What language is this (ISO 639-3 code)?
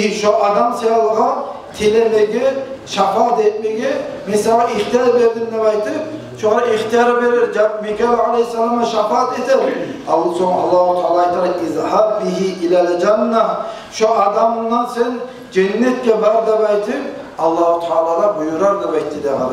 kum